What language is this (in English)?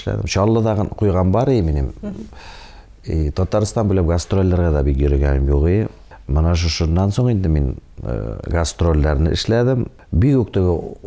Tatar